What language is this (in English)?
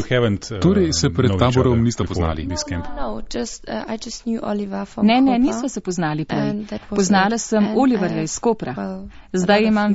Slovenian